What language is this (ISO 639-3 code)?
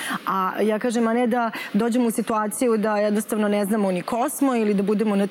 srp